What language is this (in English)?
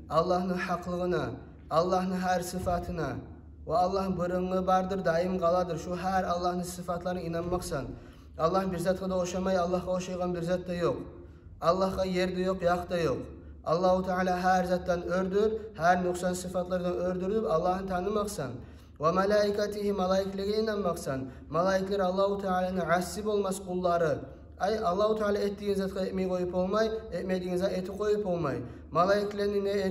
Kumyk